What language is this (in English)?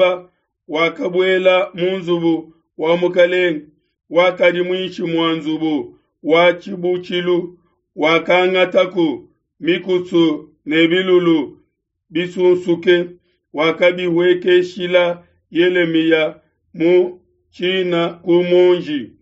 Luba-Lulua